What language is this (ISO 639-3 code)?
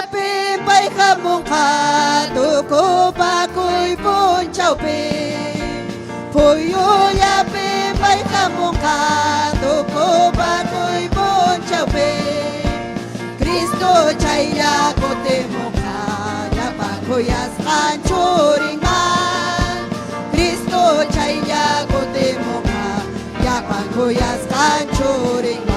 quy